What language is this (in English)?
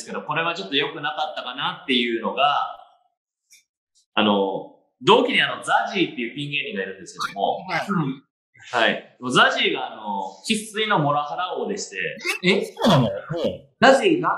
Japanese